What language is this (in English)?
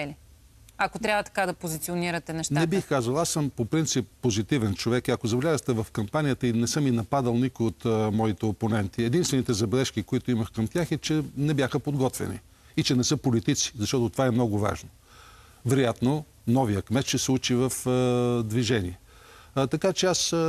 Bulgarian